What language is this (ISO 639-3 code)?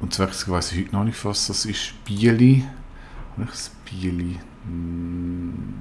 gsw